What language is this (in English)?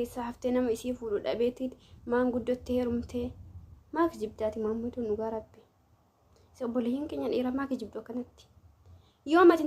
Oromo